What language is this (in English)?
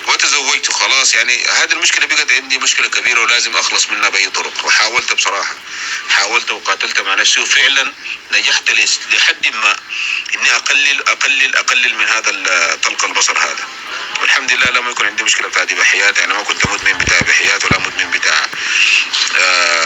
North Levantine Arabic